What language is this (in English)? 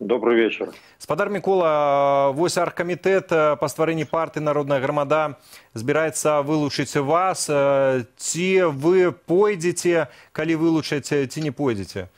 Belarusian